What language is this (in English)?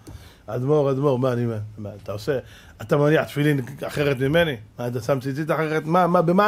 Hebrew